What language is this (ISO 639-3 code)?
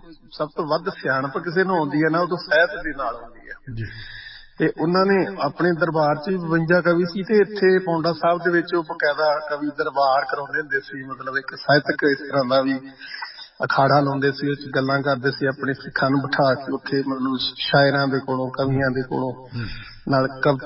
pan